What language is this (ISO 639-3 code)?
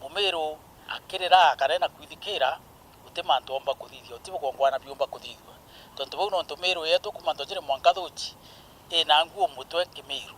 mer